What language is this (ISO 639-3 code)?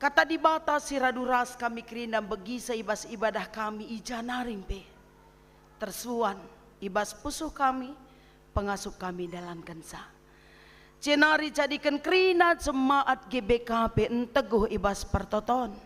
btx